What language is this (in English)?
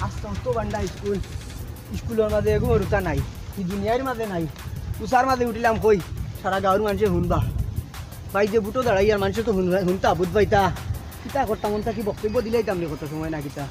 Sylheti